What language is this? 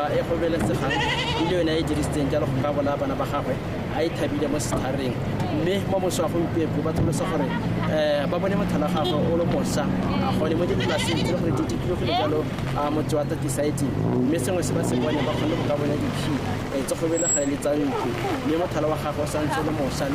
Tswana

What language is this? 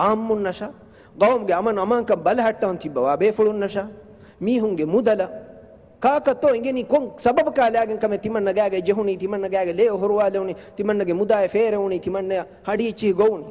Divehi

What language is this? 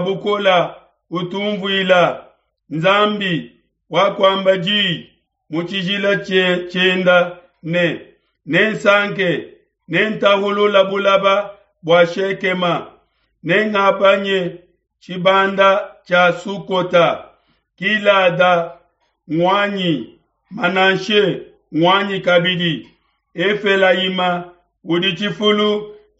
Luba-Lulua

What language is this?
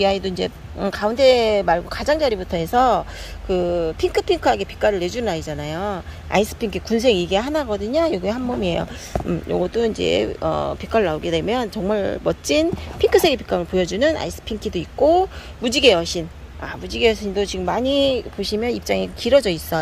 Korean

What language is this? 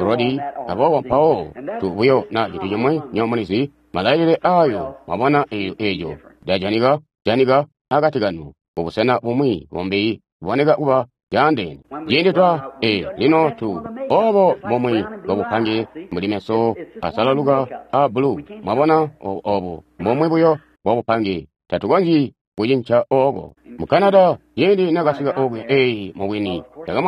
Tonga (Zambia)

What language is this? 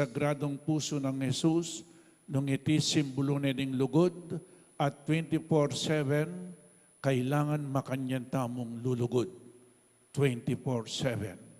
Pampanga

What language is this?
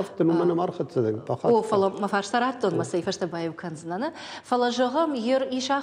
Ossetic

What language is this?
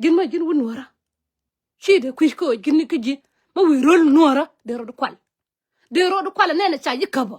Nuer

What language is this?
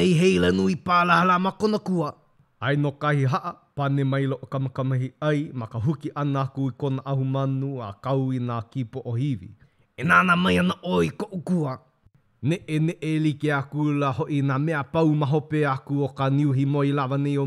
Hawaiian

